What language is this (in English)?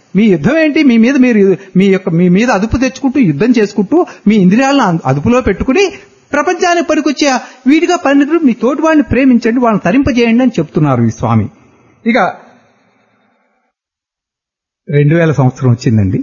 Telugu